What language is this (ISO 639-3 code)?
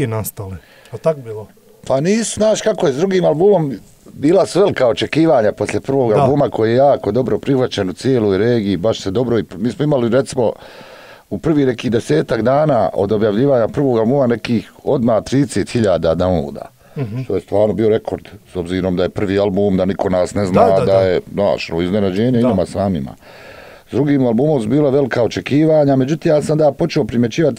hrv